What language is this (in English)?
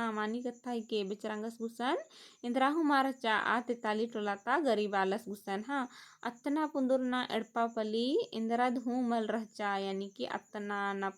Kurukh